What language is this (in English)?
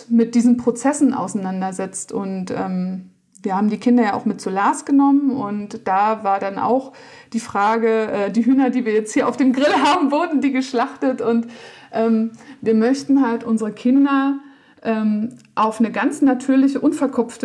German